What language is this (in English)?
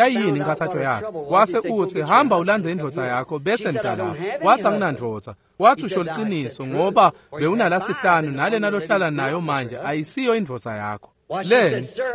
Swati